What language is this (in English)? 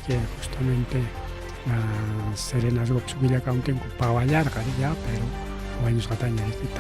Ayacucho Quechua